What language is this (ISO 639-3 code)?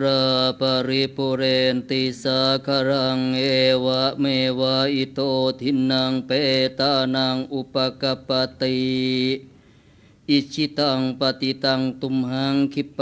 pli